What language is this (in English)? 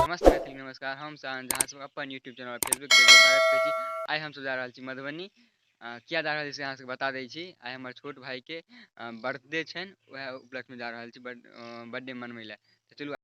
Maithili